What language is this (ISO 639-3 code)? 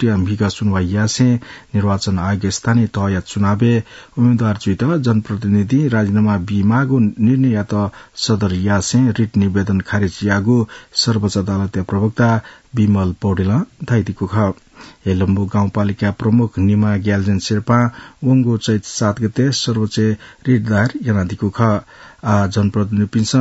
new